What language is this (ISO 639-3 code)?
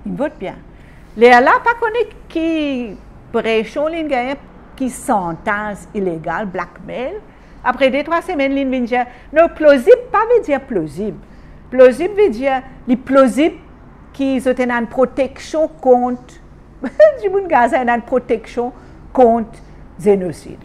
mfe